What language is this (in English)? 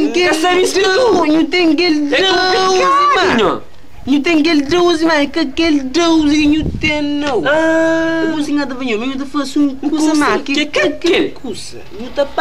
Kabuverdianu